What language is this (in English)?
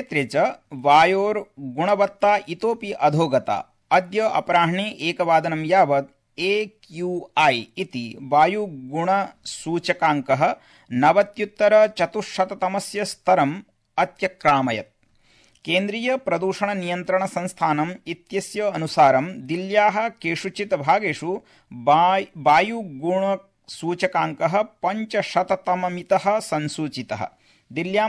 Sanskrit